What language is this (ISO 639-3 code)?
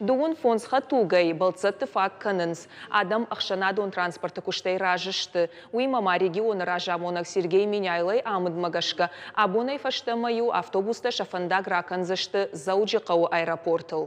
oss